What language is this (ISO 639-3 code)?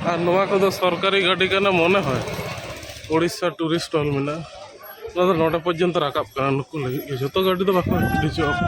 sat